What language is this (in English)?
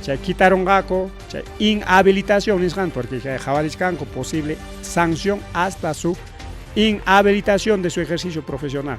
Ayacucho Quechua